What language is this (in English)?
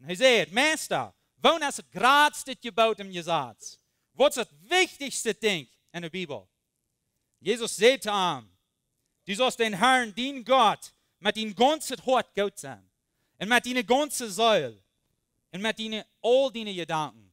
Plautdietsch